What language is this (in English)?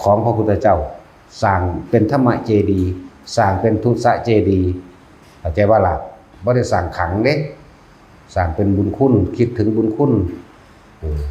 Northeastern Thai